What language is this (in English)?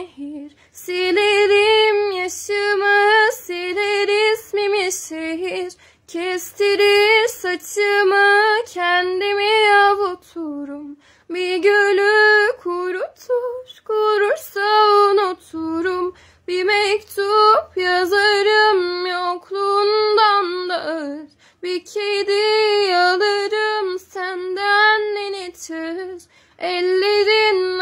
Turkish